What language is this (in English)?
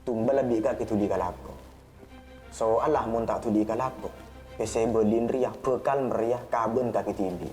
Madurese